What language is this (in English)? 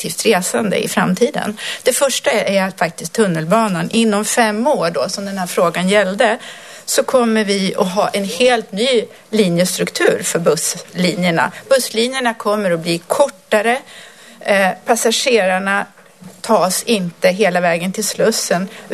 Swedish